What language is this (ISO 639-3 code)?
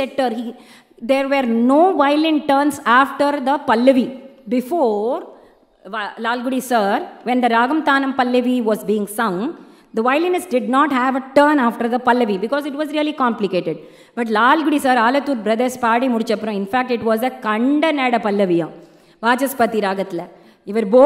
eng